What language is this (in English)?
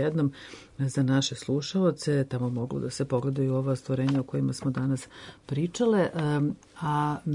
Serbian